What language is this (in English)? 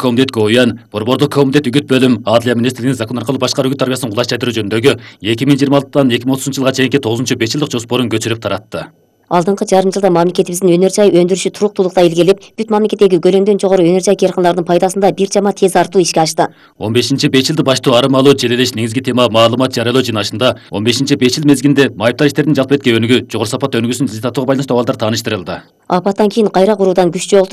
Kyrgyz